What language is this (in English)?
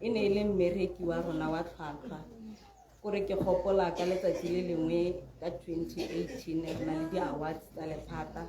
Tswana